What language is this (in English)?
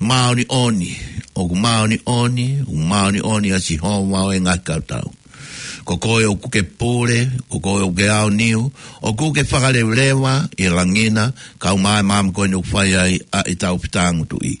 Tongan